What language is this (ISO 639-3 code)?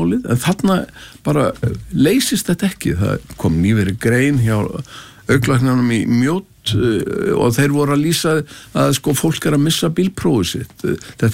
isl